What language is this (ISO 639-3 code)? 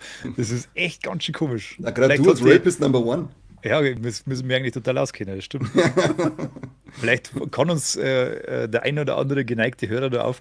bar